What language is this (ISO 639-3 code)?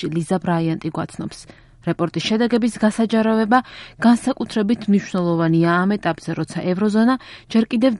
kat